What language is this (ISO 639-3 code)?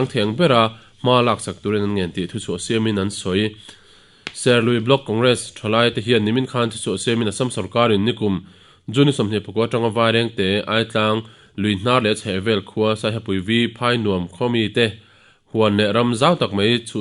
lus